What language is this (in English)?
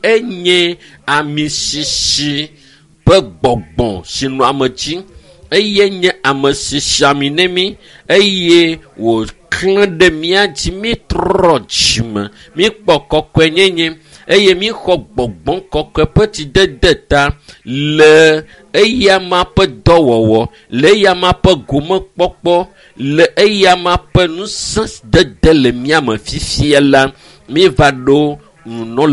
Ewe